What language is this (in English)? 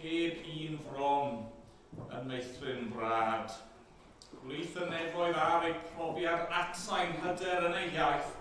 Welsh